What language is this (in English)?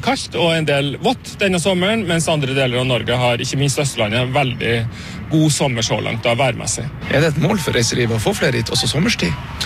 Norwegian